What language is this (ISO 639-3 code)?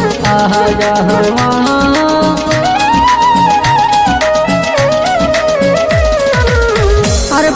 bgc